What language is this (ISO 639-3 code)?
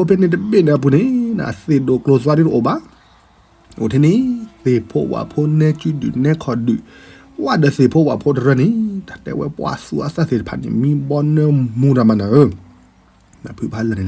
ksw